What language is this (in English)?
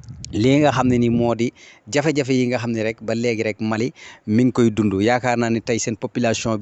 Wolof